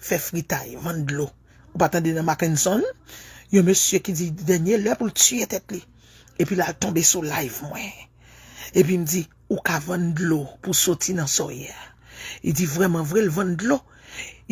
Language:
Haitian Creole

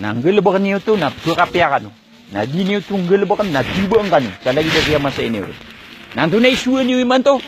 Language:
Maranao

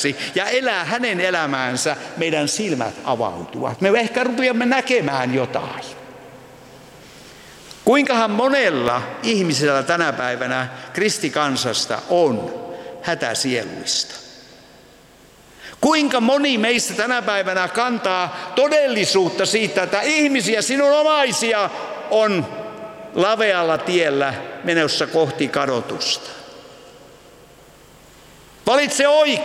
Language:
Finnish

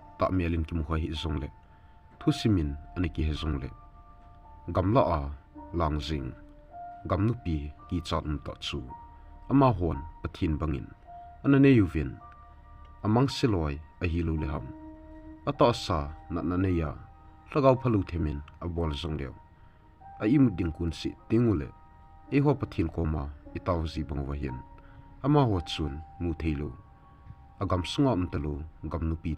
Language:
Thado Chin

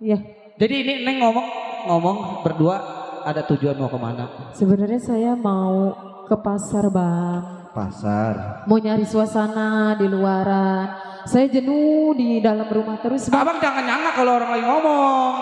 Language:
Betawi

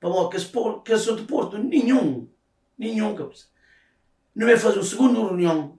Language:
Kabuverdianu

